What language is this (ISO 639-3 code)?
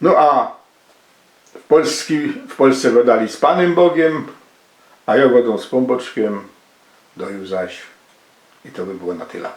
szl